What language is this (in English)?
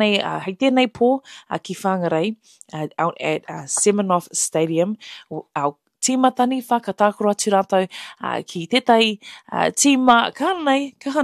Māori